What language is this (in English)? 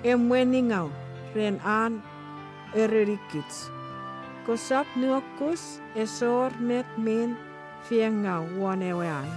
Chuukese